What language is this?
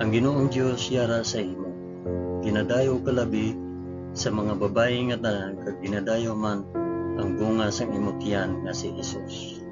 Hiligaynon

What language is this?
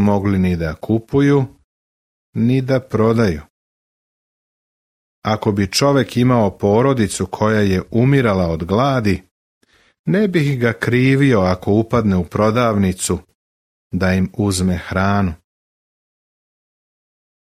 Serbian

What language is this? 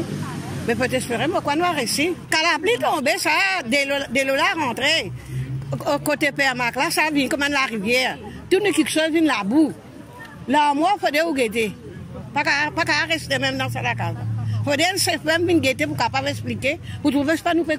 Morisyen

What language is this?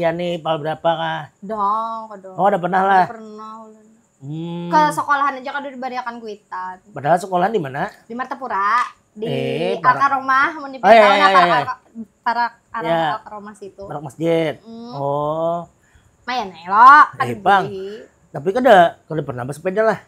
Banjar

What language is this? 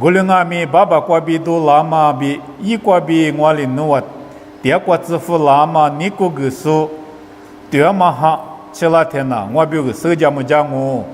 Lisu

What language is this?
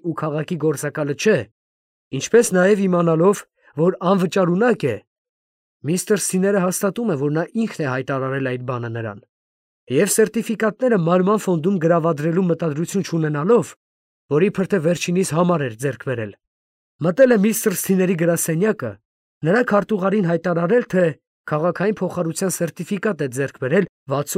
Armenian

